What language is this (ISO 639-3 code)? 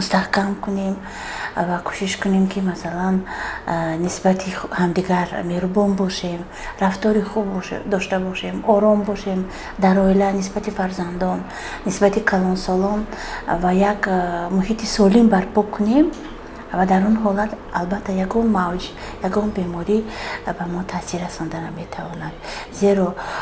tgk